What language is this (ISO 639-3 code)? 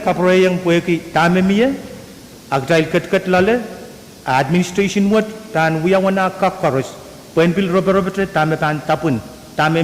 pon